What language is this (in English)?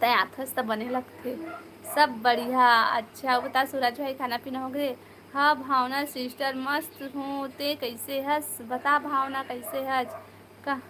Chhattisgarhi